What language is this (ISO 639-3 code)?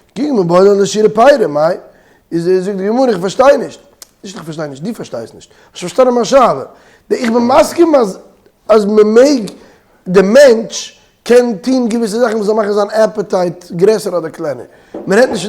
yid